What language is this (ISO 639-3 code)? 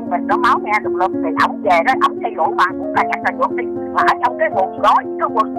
vie